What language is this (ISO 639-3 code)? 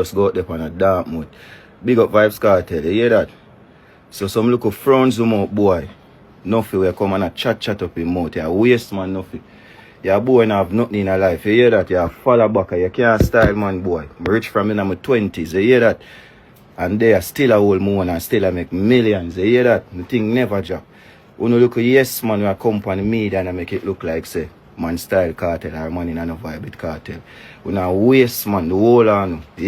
jam